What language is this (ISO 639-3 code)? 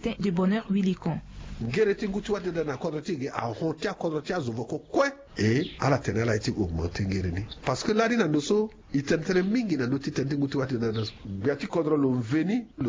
sag